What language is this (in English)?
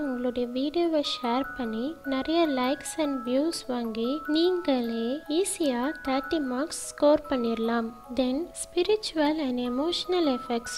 Tamil